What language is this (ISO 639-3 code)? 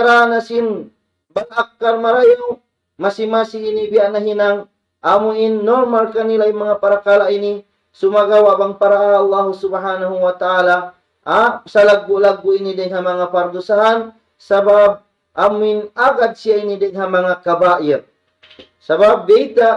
tsg